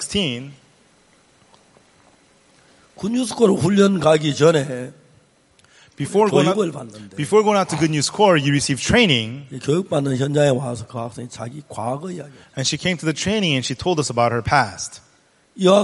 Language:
Korean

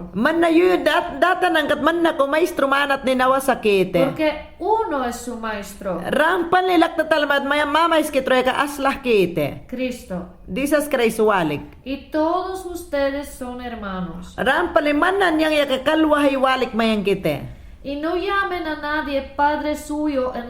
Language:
Mayangna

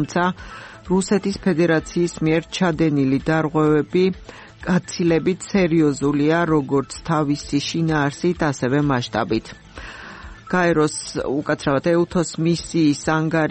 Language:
Georgian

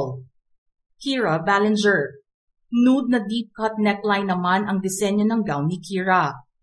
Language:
Filipino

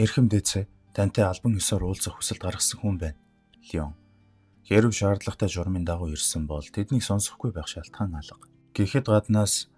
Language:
Mongolian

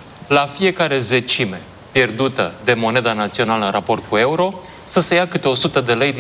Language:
Romanian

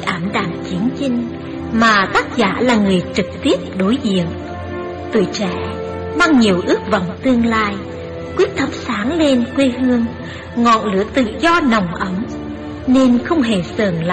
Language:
Vietnamese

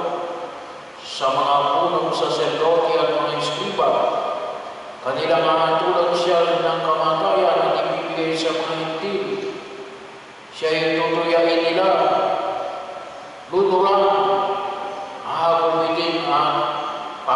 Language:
Filipino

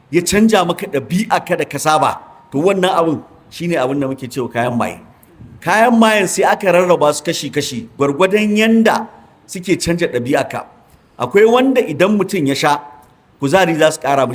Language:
Hausa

